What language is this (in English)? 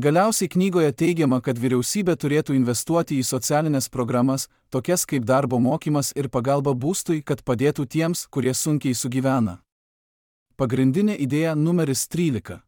Lithuanian